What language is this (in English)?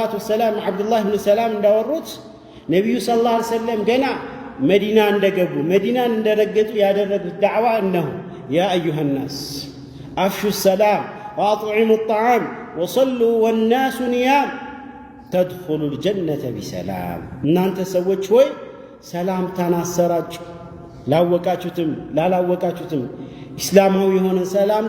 Amharic